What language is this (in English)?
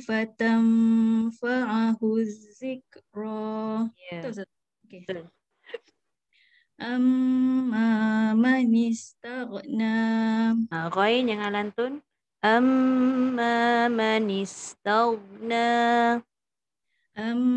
Malay